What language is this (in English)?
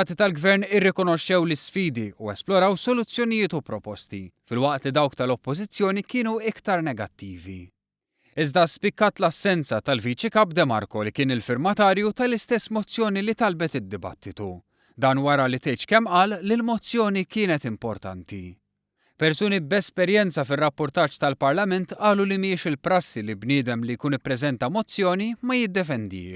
Maltese